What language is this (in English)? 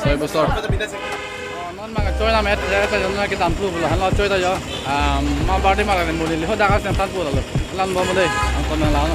Karbi